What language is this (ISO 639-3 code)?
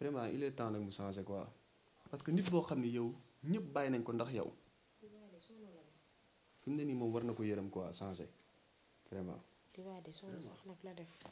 wol